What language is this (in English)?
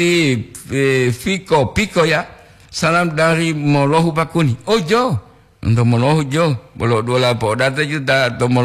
Gorontalo